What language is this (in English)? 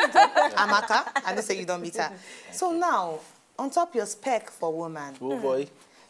Nigerian Pidgin